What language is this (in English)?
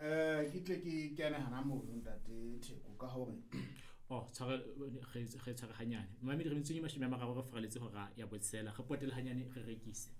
Southern Sotho